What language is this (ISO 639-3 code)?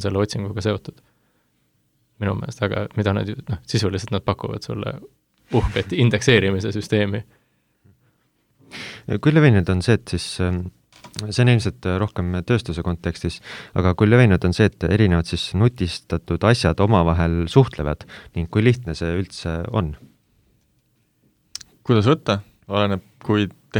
est